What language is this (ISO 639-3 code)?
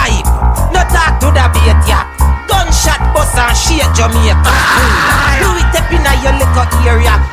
jam